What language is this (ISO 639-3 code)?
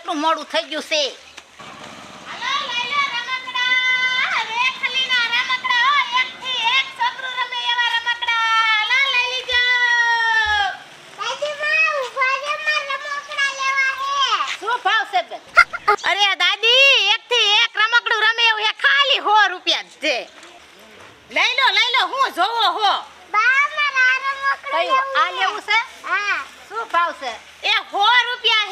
guj